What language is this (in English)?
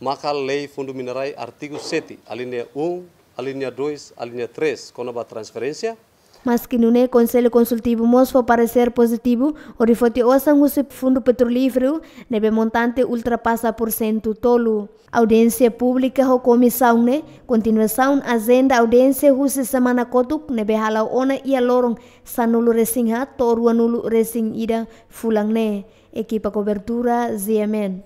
Tetum